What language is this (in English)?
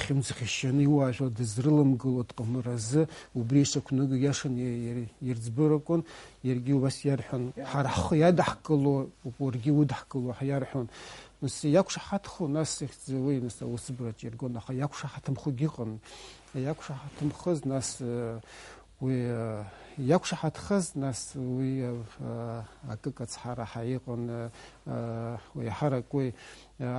Abkhazian